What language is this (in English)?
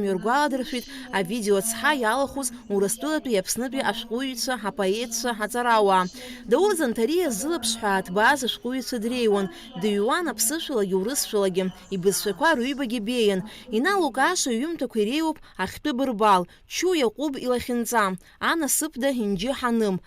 Abkhazian